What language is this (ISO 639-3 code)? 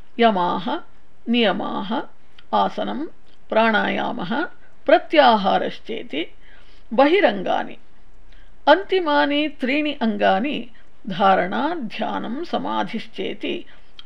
san